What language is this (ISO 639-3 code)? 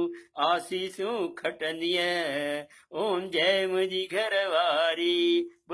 snd